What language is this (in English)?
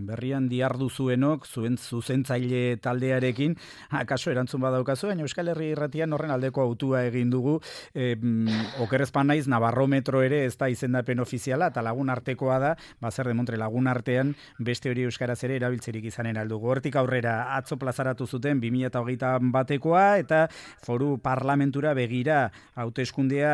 Basque